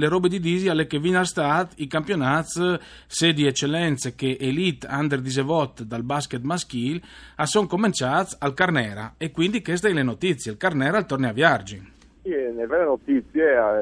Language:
Friulian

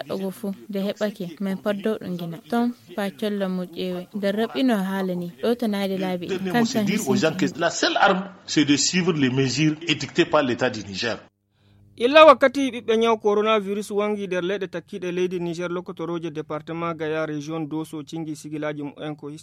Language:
Nigerian Fulfulde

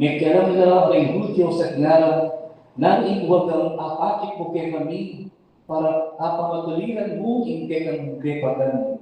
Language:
Pampanga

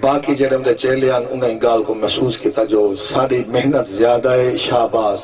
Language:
Saraiki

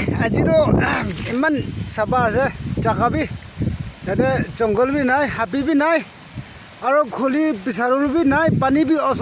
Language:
Naga Pidgin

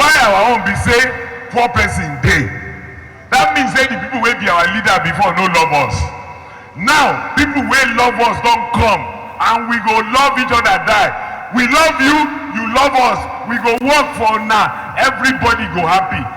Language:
Nigerian Pidgin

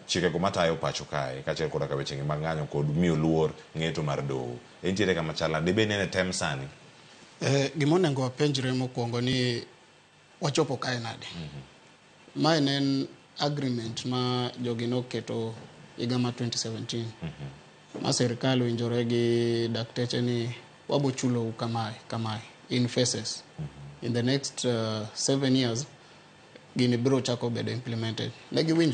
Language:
Luo (Kenya and Tanzania)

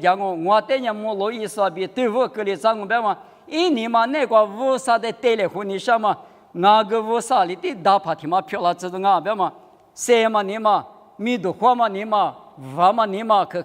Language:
Lisu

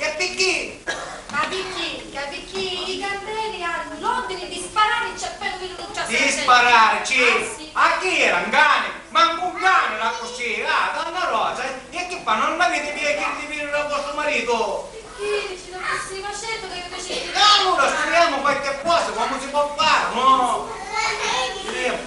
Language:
Sicilian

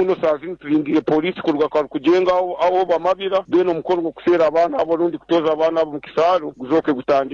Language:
Nyankole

